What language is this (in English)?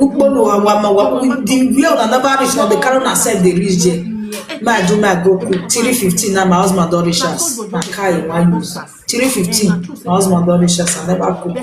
Nigerian Pidgin